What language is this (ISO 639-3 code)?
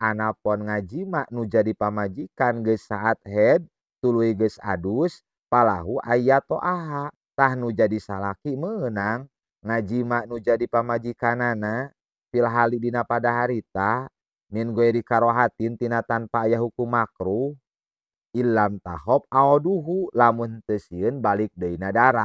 sun